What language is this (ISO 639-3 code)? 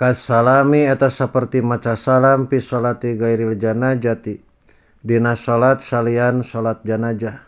sun